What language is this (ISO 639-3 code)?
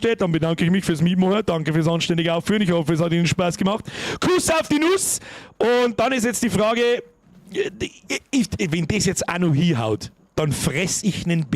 bar